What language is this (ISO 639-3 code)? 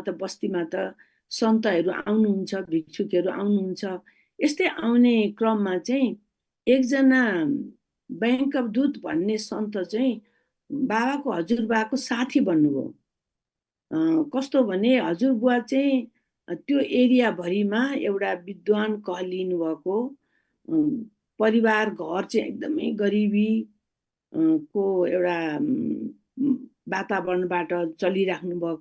nep